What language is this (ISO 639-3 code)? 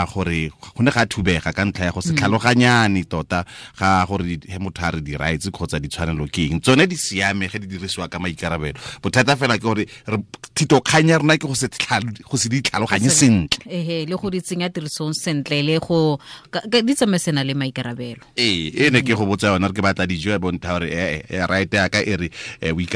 tsn